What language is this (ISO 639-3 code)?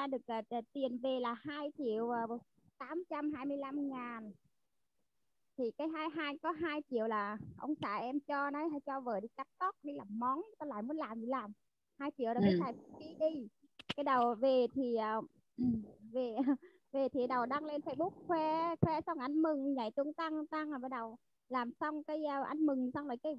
vie